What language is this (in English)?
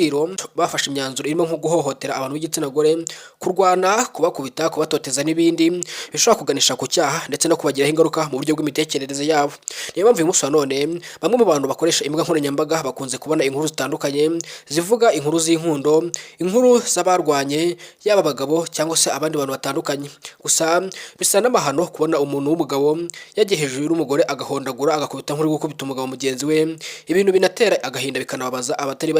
Kinyarwanda